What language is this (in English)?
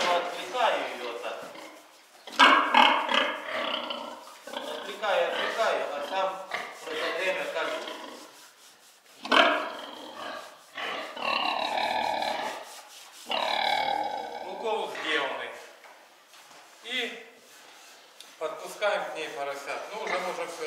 Russian